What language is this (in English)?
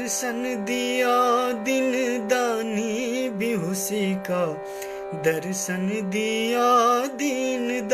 Maithili